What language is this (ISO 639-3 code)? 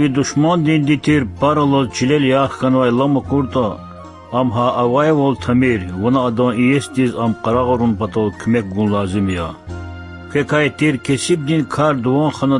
lez